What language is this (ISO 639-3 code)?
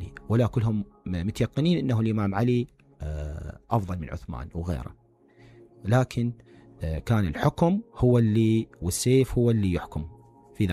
acm